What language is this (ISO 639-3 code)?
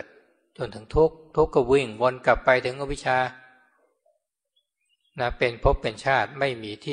tha